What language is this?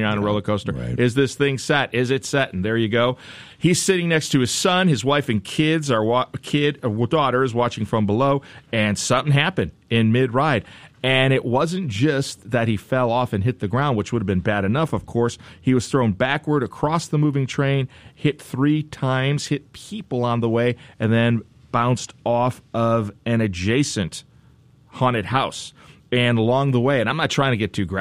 English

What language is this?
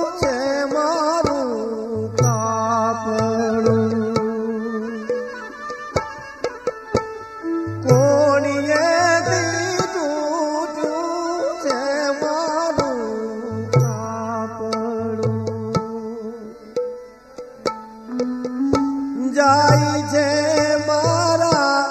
Gujarati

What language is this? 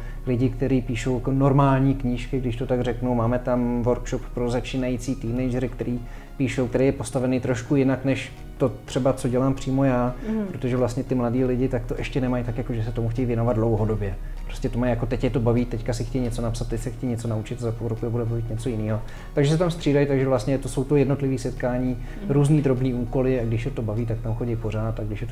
Czech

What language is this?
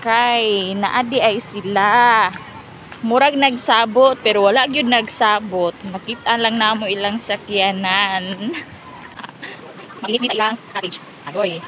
Cebuano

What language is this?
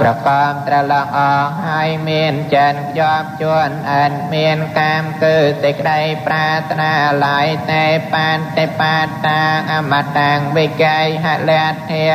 Khmer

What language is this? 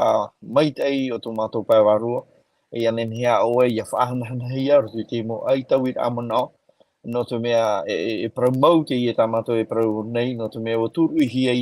Tahitian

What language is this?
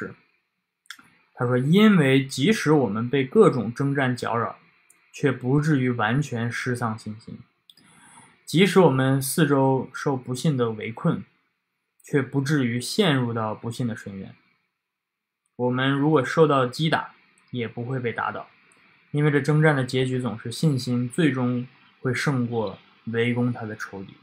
Chinese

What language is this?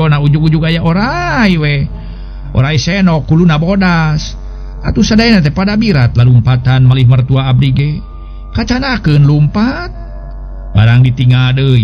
Sundanese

